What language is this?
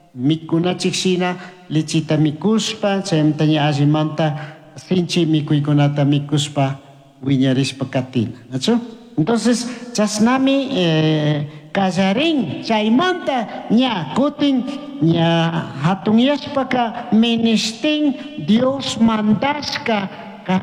Chimborazo Highland Quichua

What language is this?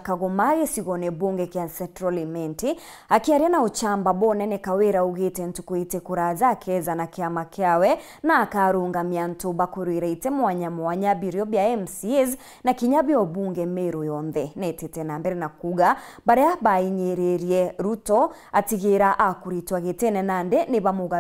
Meru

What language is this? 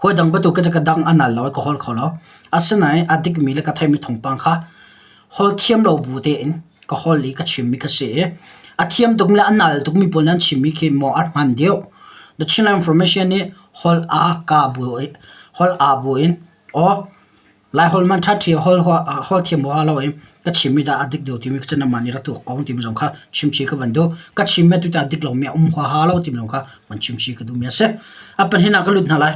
Hakha Chin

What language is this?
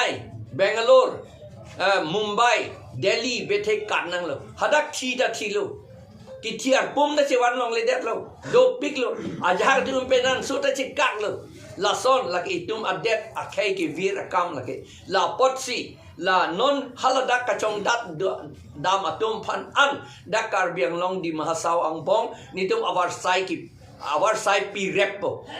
Karbi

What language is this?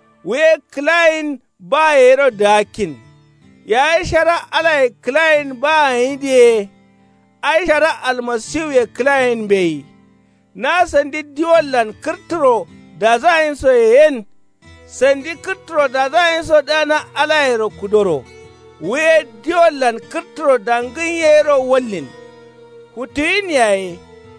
Kanuri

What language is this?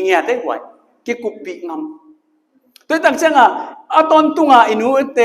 Tedim Chin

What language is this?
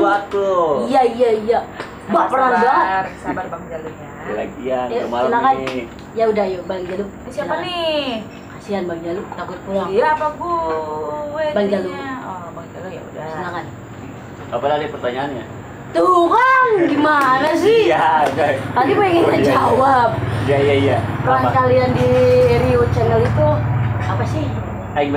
Betawi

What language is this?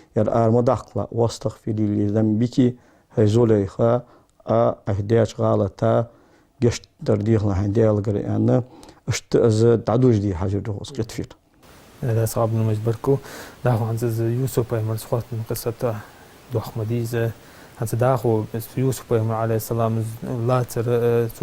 Ingush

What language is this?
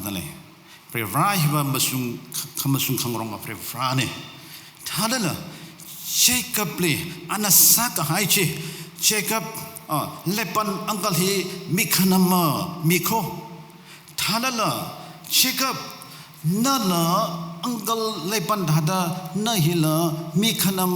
Tangkhul Naga (India)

